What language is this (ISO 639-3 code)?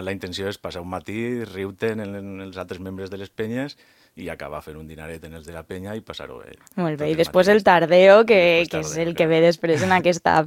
cat